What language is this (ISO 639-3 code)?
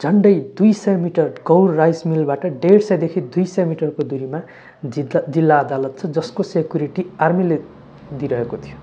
nep